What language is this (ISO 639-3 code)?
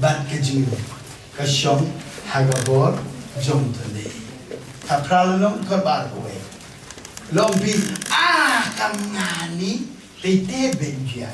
kha